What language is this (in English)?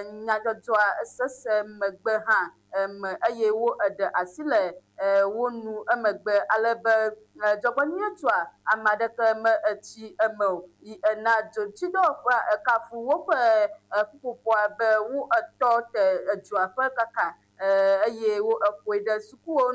Ewe